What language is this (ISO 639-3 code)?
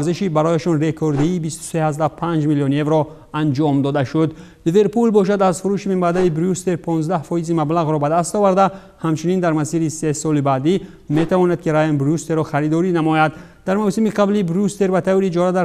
tgk